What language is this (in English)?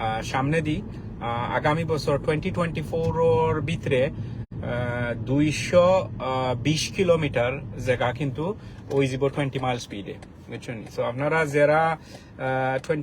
Sylheti